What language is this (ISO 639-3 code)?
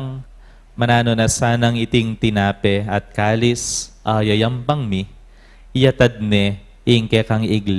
pam